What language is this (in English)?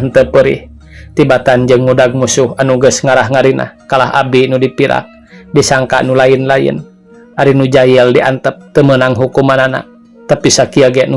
Sundanese